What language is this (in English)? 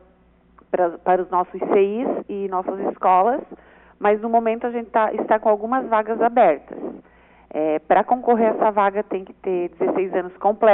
Portuguese